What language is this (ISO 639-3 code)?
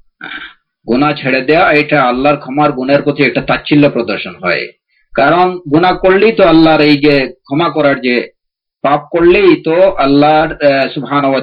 ben